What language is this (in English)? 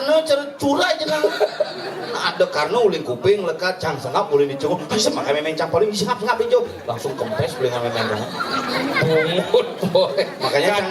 Balinese